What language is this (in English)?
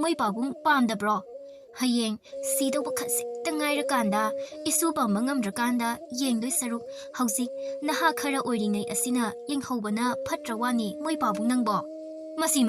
Manipuri